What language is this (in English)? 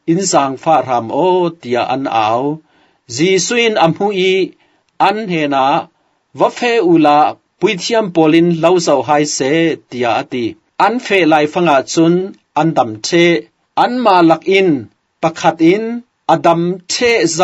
Falam Chin